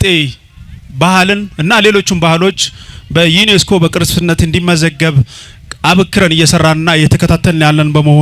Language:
Amharic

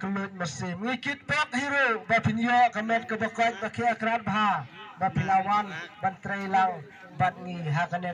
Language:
Khasi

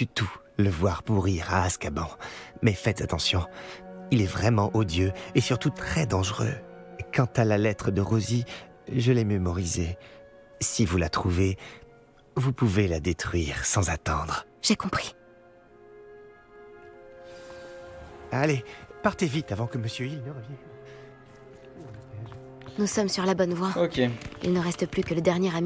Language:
French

